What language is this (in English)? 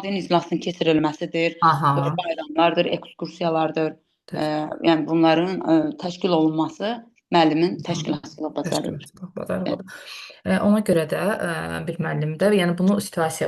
Azerbaijani